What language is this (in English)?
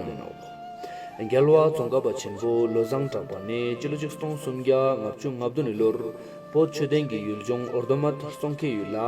Ladakhi